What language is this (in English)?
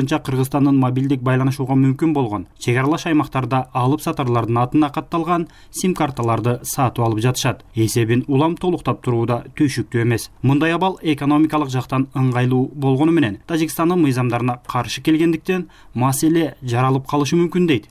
Kyrgyz